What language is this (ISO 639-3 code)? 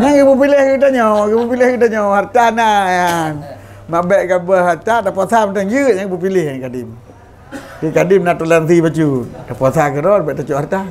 ace